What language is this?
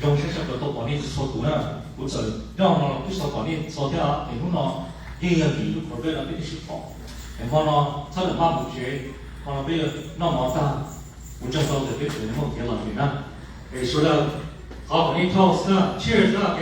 Hmong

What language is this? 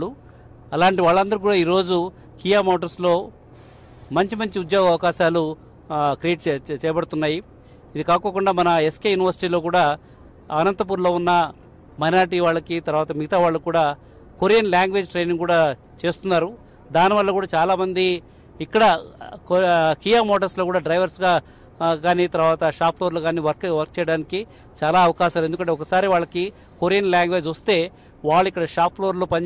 Telugu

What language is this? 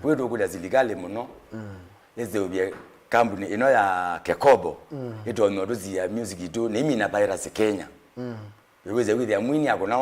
Kamba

